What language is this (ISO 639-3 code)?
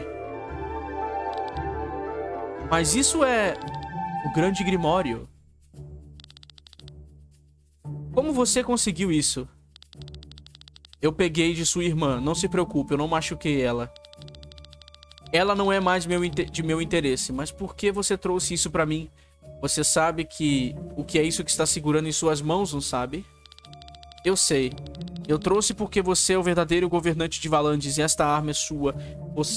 por